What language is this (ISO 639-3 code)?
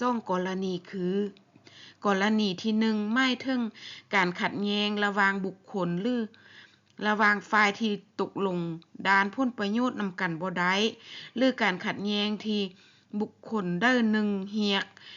lao